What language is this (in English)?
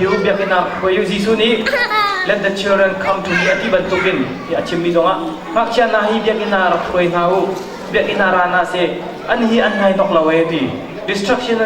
Hakha Chin